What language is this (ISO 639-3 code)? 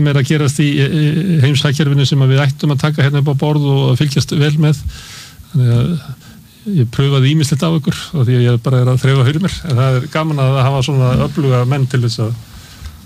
isl